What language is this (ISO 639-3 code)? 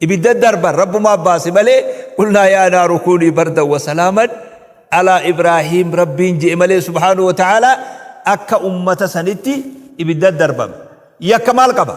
orm